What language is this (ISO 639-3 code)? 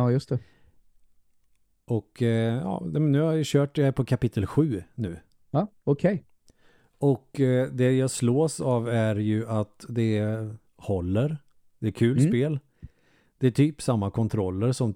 swe